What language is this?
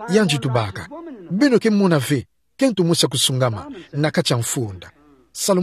Kituba (Democratic Republic of Congo)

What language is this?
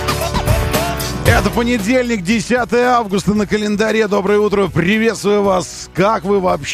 Russian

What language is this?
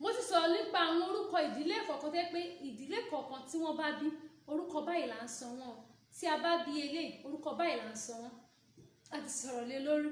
Yoruba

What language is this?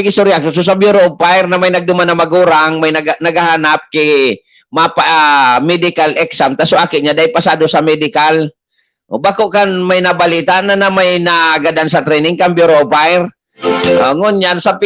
Bikol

